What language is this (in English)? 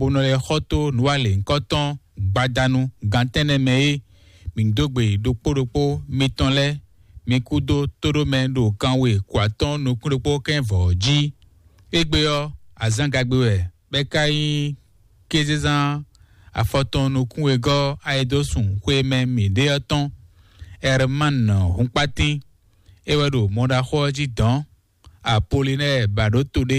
Fon